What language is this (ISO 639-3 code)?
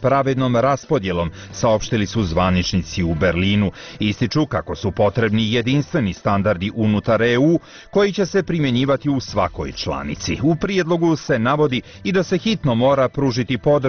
bos